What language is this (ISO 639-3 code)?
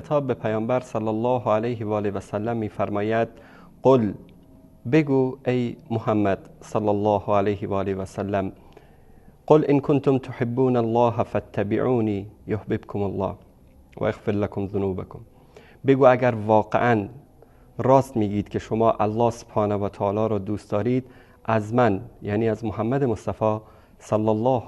fas